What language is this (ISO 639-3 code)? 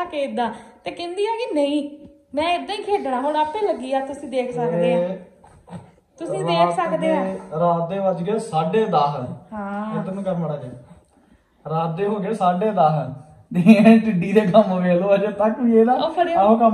pan